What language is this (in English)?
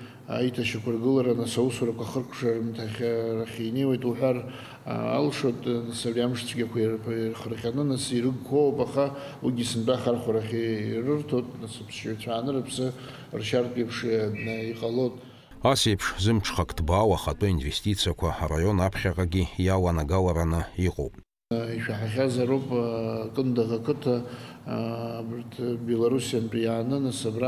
Abkhazian